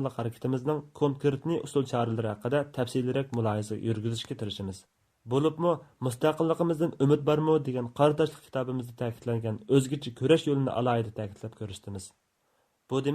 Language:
Uyghur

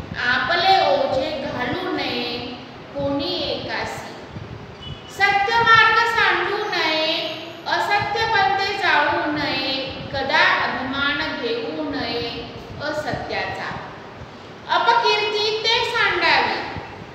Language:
Marathi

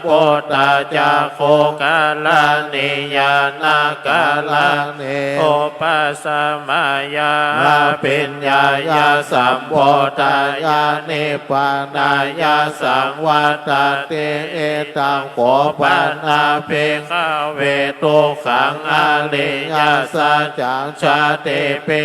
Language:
Pali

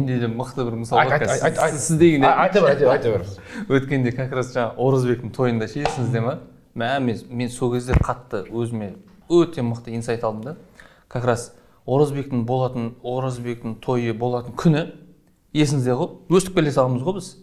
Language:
Kazakh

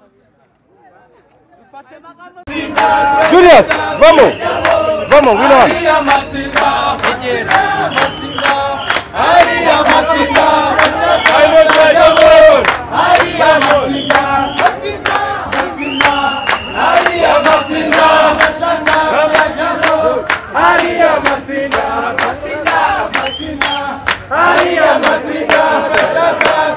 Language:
Kinyarwanda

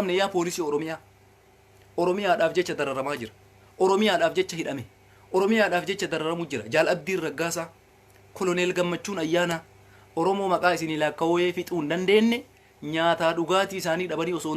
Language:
Oromo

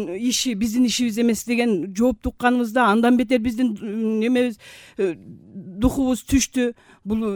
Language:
Kyrgyz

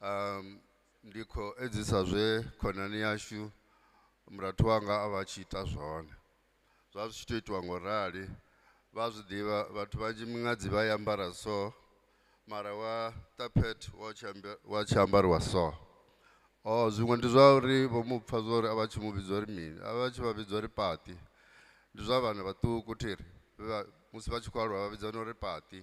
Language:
Venda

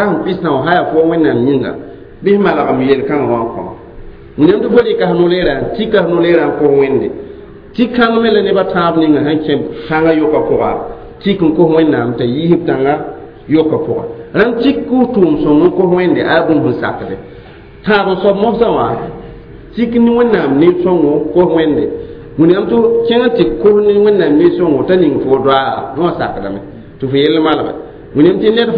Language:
Mossi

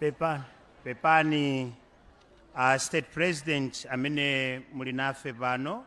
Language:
Nyanja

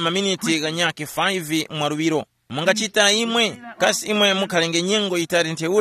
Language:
Tumbuka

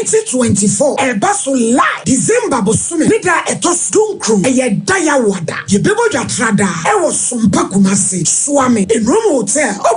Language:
Akan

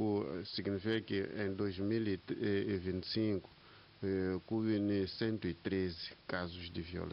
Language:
Tsonga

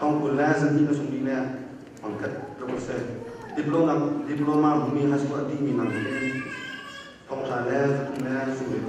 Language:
Hakha Chin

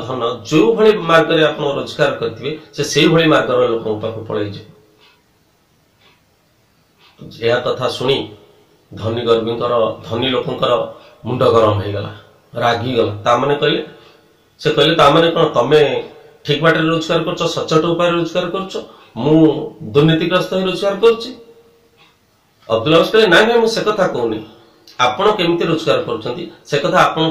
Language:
Odia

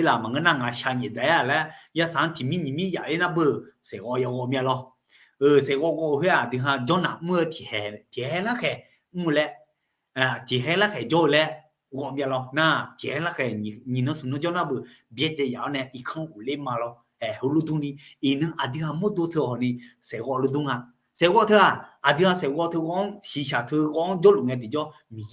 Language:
Akha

